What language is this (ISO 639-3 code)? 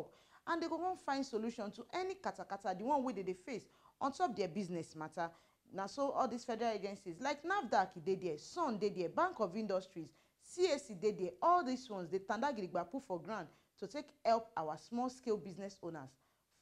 pcm